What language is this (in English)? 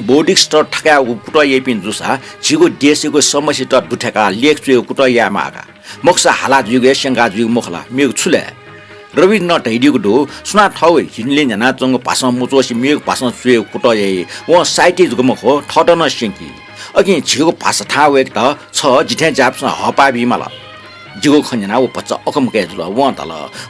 Newari